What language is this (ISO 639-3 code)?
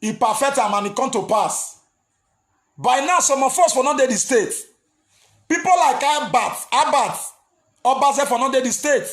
pcm